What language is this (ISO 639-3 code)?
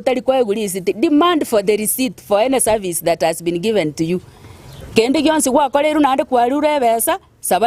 guz